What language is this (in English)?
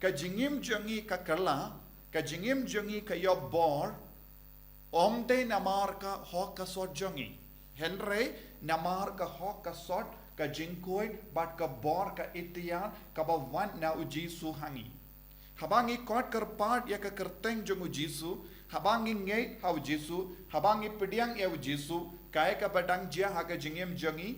Khasi